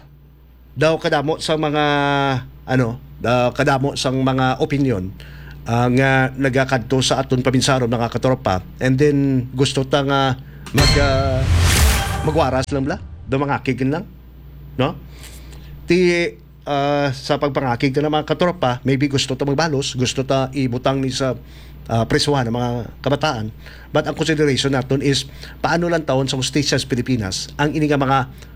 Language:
Hiligaynon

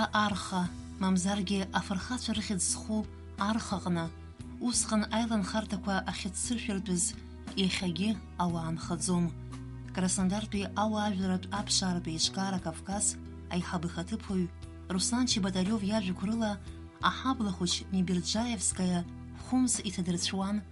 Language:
Abkhazian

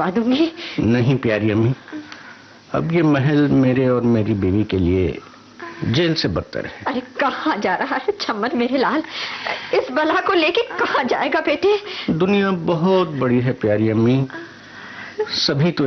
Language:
Urdu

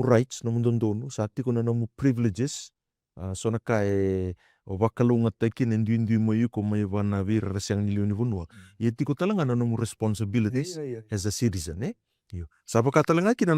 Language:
Fijian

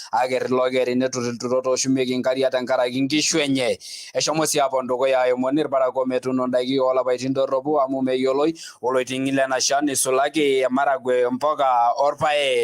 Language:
Masai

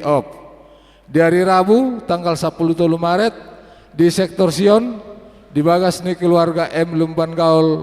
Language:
Batak Toba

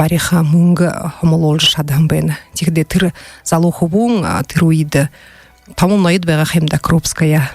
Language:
Buriat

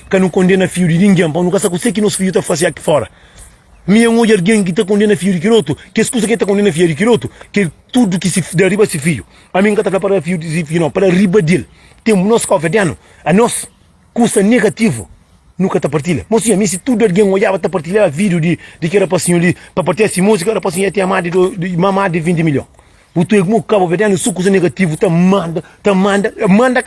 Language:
Kabuverdianu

